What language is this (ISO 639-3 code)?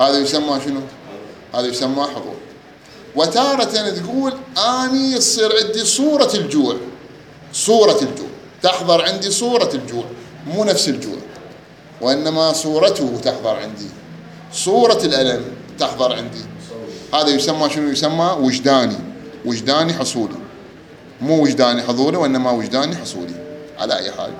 acm